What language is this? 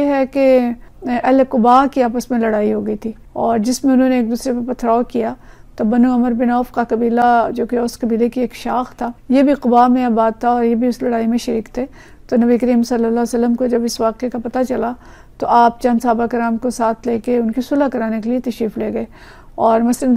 Urdu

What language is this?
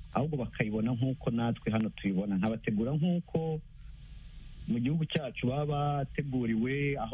Kinyarwanda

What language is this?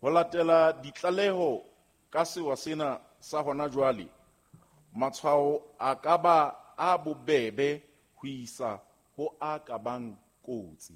Southern Sotho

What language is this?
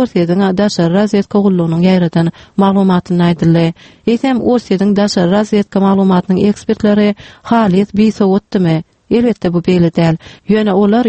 Turkmen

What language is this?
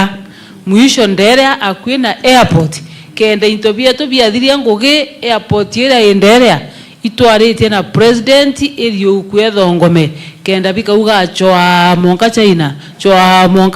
Meru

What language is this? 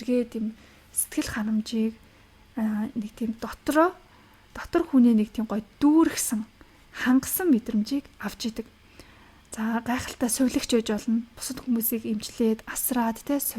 Mongolian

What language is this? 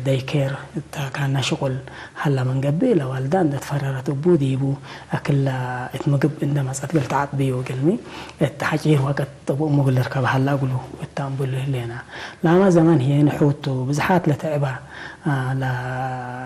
Tigre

